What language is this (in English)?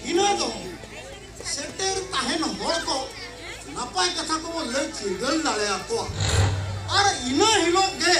Santali